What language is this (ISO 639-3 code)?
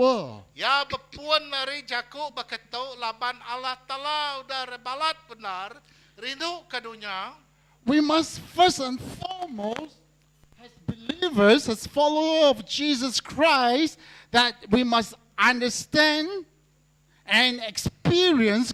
iba